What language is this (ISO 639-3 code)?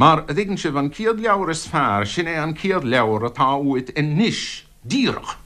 gle